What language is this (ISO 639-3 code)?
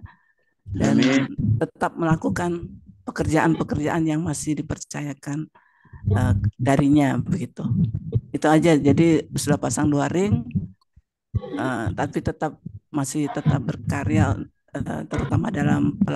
ind